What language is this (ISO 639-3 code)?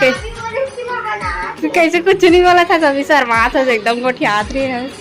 hne